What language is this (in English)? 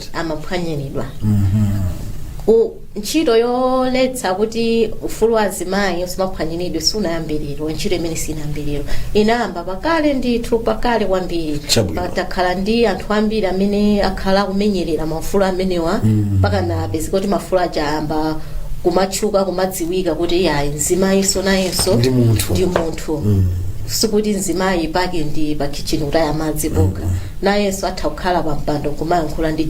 Nyanja